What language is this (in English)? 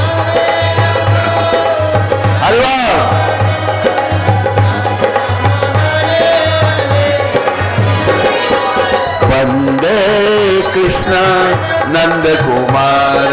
Hindi